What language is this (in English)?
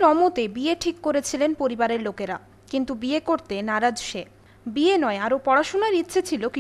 Bangla